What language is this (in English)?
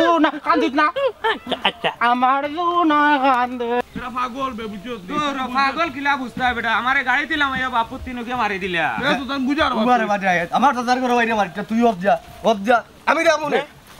Sylheti